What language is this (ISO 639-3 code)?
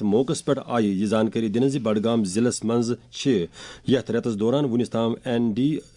kas